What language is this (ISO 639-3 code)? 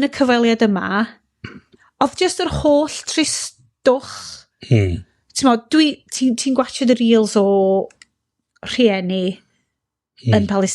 cym